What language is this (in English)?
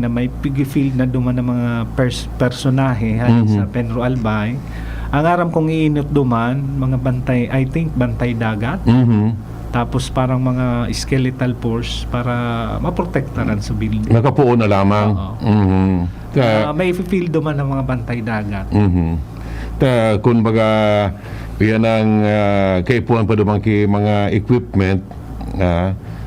Bikol